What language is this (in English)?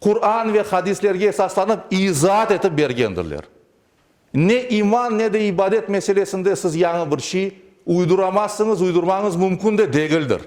Crimean Tatar